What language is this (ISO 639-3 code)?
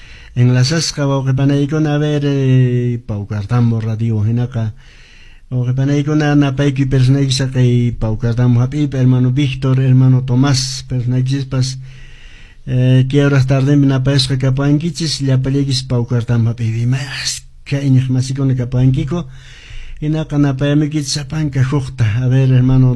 que